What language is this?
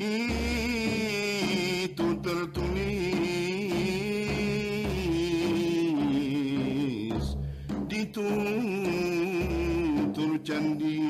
Banjar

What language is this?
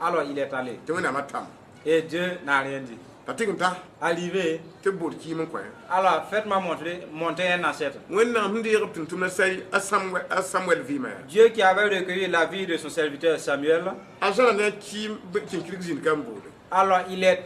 Mossi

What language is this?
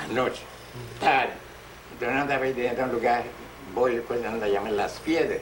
Papiamento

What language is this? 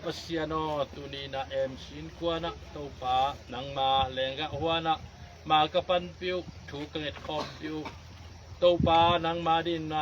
Tedim Chin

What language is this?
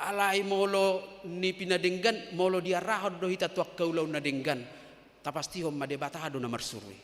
Batak Toba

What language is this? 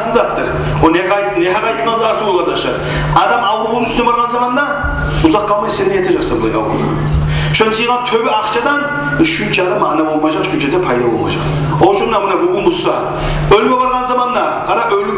Kumyk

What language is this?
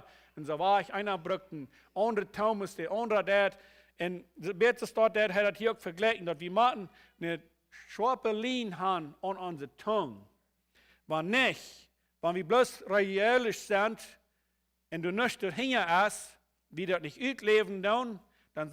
Plautdietsch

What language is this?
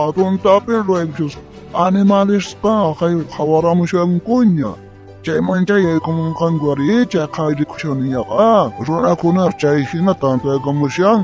South Bolivian Quechua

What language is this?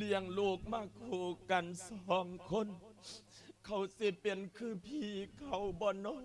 Lao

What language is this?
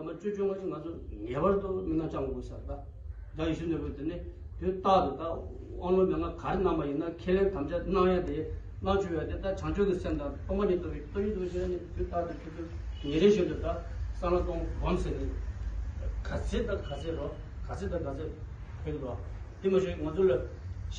Tibetan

